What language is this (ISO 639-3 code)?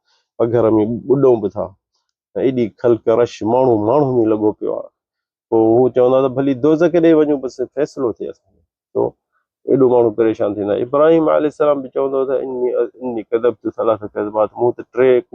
snd